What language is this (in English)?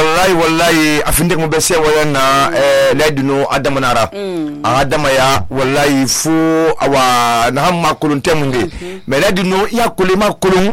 Susu